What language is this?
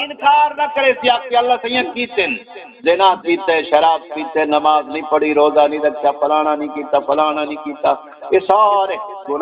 Saraiki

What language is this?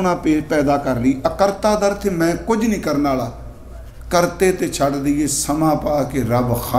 Punjabi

